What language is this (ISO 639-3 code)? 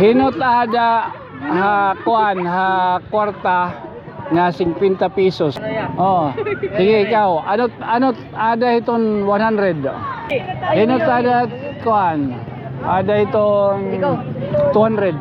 war